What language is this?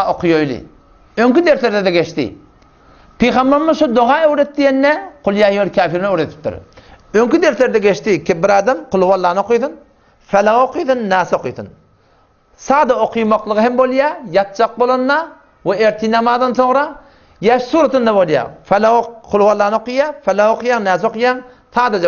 Turkmen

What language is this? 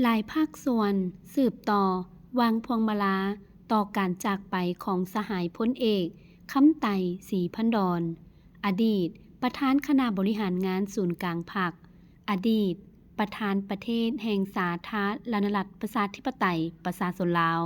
Lao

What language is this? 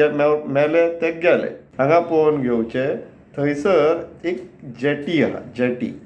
Konkani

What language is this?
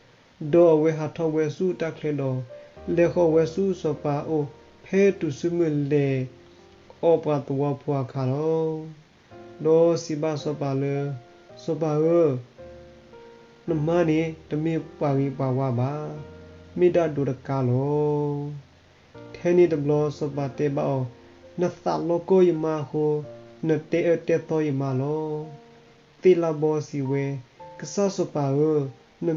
S'gaw Karen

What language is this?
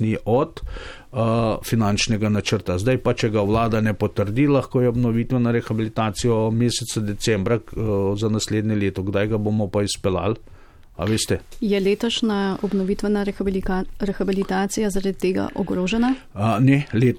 Slovenian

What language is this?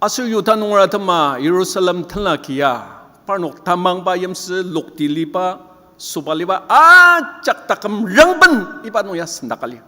Ao Naga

